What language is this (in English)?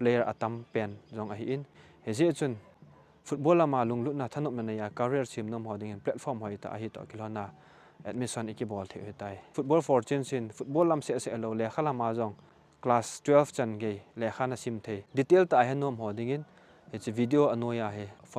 Thado Chin